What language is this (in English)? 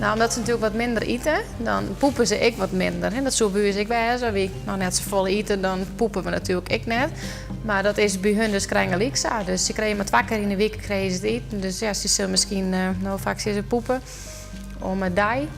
Western Frisian